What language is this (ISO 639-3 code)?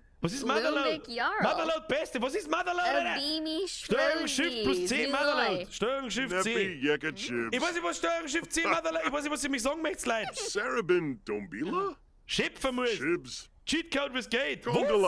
bar